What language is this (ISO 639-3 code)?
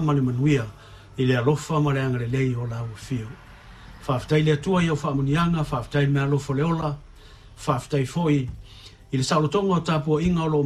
smo